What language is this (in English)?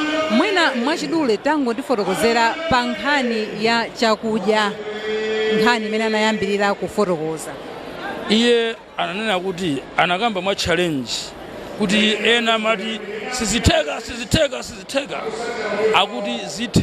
Nyanja